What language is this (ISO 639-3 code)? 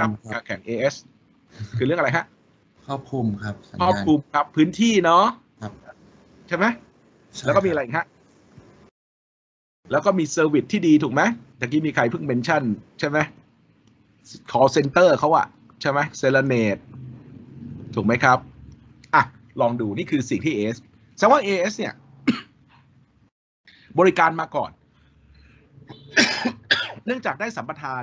tha